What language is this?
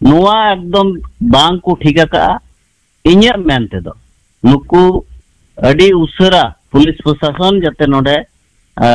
Santali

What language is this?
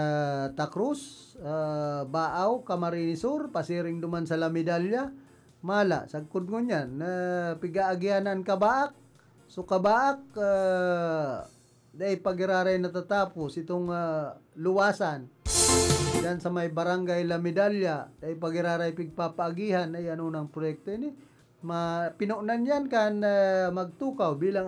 Bikol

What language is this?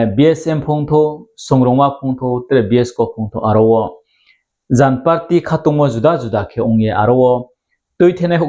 Riang (India)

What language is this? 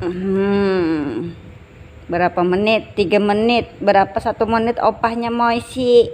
Banjar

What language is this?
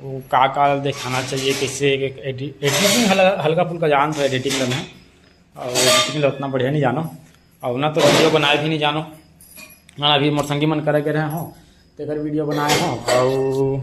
Chhattisgarhi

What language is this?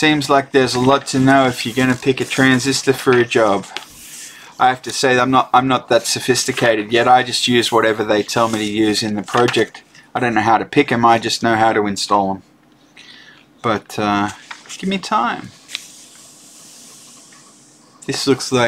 English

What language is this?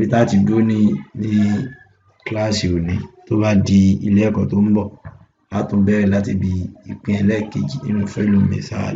Yoruba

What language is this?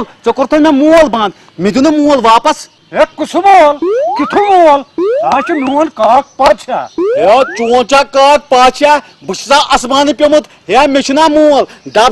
Kashmiri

